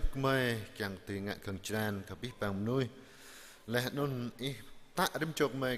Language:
Jarai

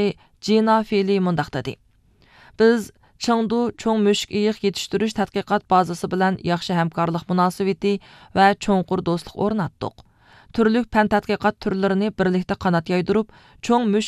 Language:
Uyghur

